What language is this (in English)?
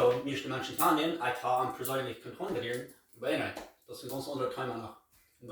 Plautdietsch